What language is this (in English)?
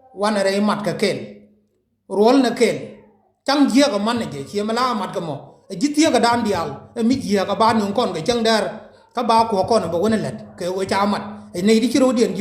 Nuer